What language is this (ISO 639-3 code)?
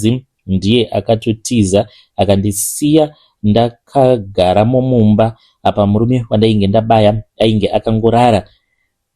sna